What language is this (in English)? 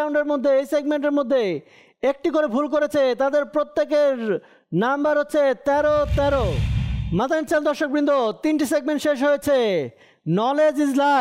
Bangla